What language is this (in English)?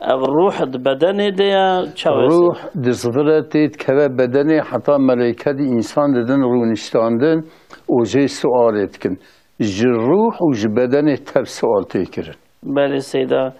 Kurdish